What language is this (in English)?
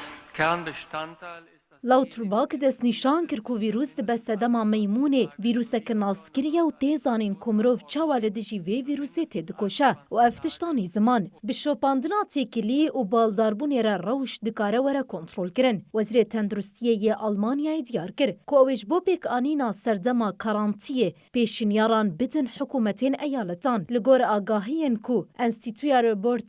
Kurdish